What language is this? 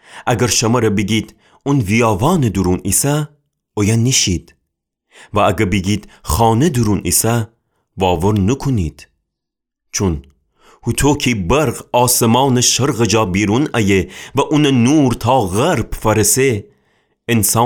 Gilaki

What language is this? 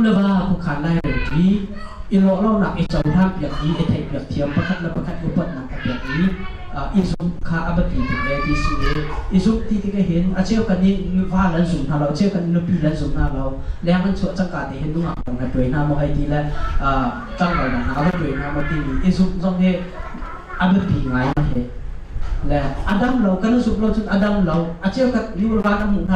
Hakha Chin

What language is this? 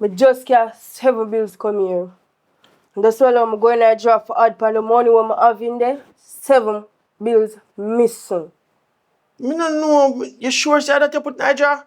Jamaican Creole English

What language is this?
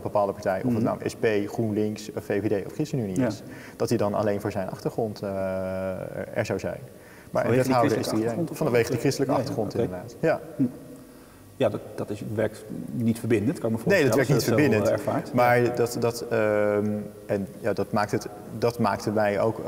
Dutch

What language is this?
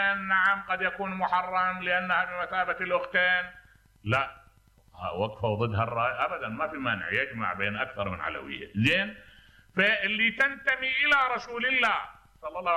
Mesopotamian Arabic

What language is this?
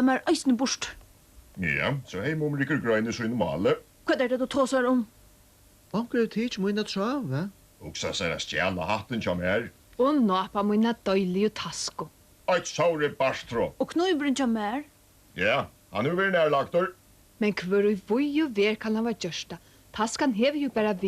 Faroese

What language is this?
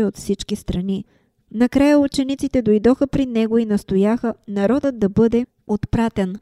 Bulgarian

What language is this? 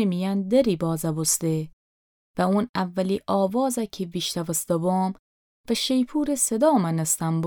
Gilaki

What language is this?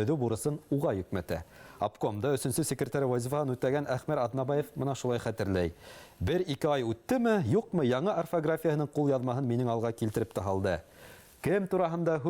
Bashkir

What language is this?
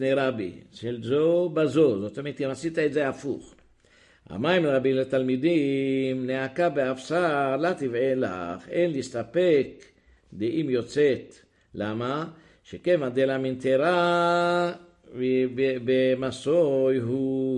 Hebrew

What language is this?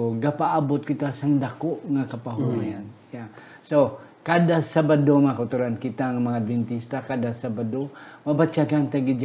Hiligaynon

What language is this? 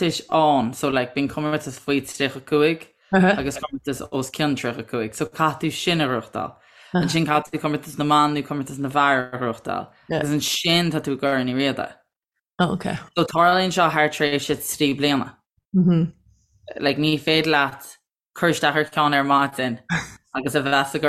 Irish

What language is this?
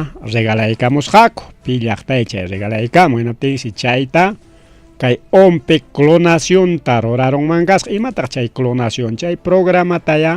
Ayacucho Quechua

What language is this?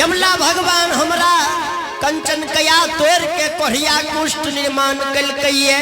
Angika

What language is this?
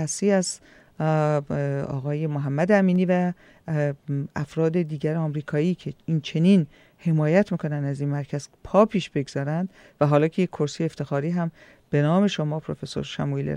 Persian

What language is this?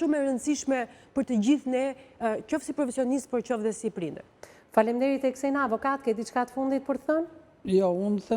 Albanian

